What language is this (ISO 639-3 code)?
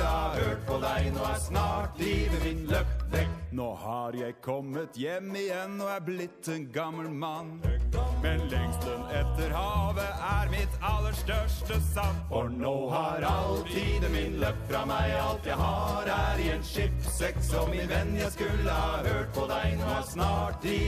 nor